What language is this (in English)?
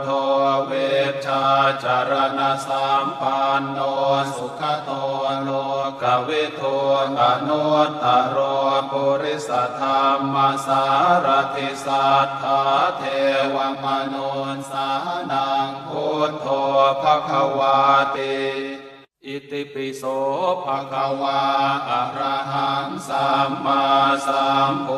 Pali